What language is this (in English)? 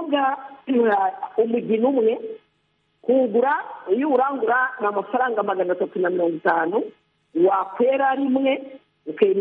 Kinyarwanda